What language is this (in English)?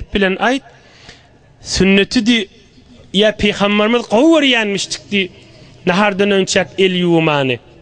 Turkmen